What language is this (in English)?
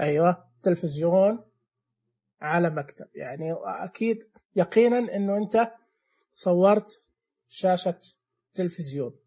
Najdi Arabic